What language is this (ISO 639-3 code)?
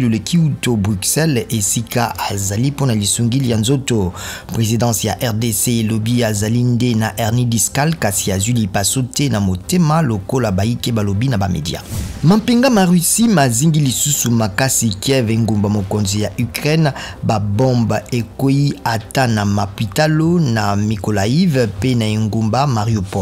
lin